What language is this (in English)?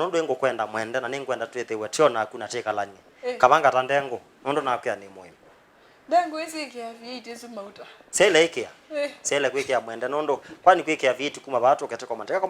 Kamba